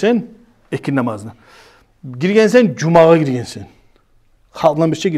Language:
Kumyk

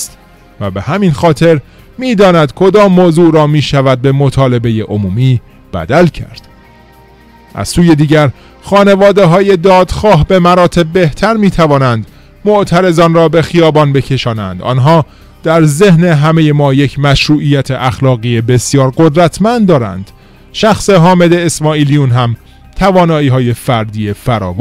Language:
Persian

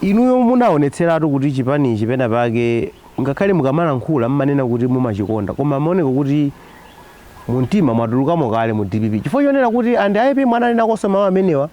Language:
Nyanja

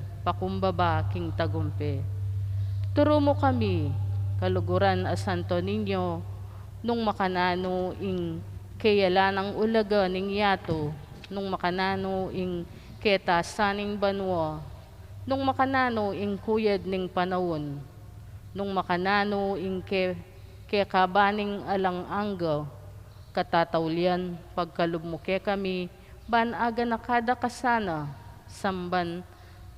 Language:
Pampanga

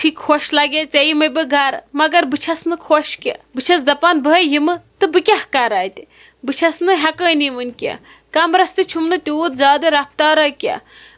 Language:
Kashmiri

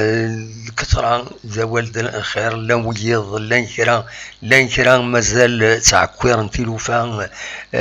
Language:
Kabyle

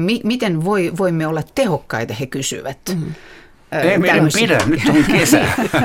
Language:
Finnish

